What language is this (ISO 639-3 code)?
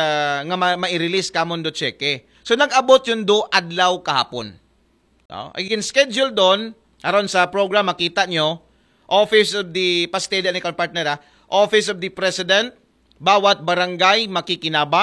akl